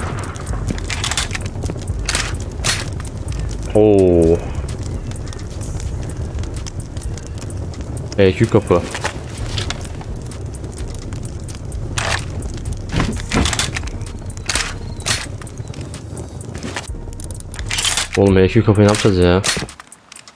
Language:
Turkish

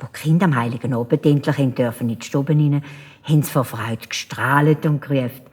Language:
Swiss German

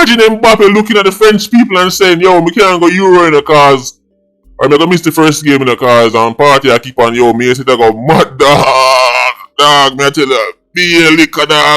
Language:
Jamaican Creole English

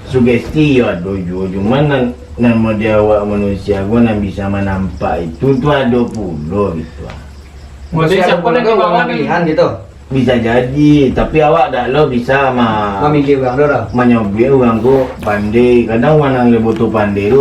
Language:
Minangkabau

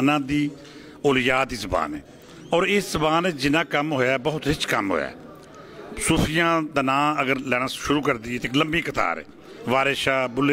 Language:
Western Panjabi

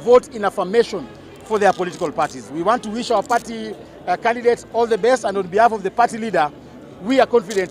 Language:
Gusii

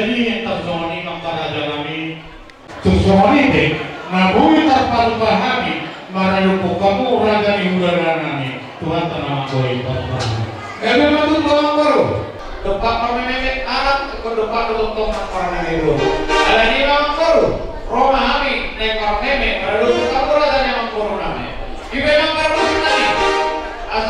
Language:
Batak Toba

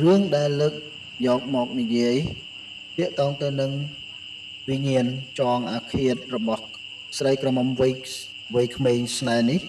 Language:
Khmer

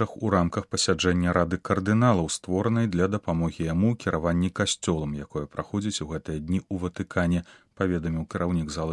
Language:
Belarusian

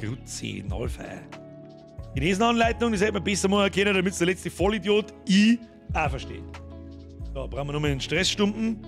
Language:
Bavarian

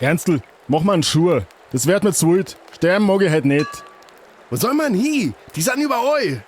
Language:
Bavarian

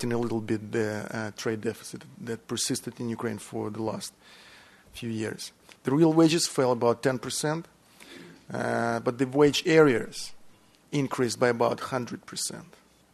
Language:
English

